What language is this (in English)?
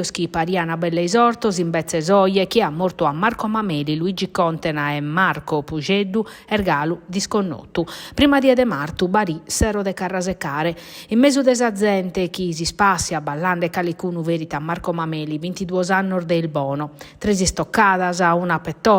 Sardinian